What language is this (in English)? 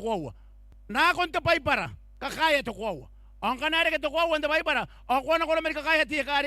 Gilbertese